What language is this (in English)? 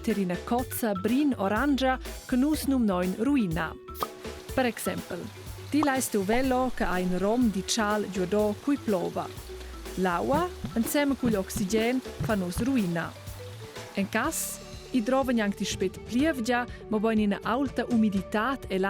Romansh